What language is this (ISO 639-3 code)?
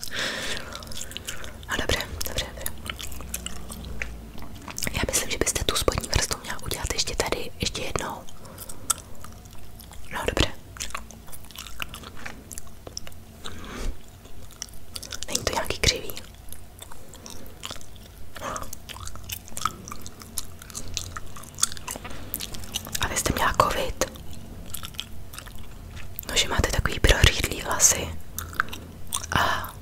ces